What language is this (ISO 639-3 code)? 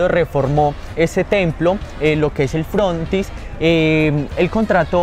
spa